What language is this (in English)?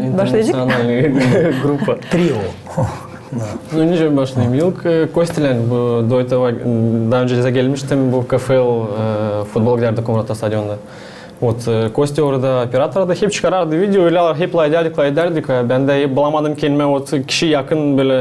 Gagauz